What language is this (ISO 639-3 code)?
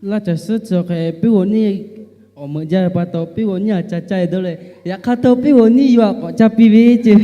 lhu